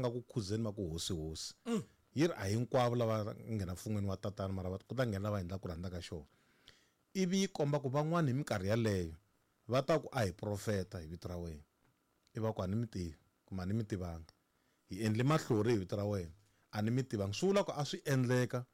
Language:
Tsonga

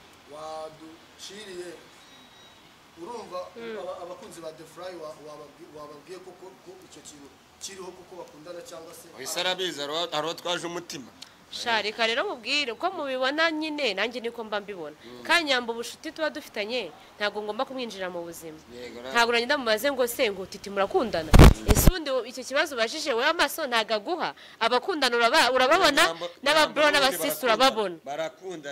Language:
Kinyarwanda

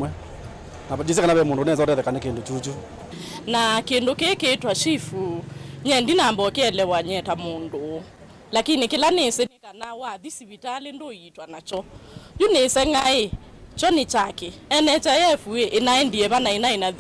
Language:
Kamba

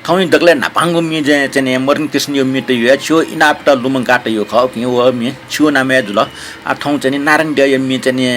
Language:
Newari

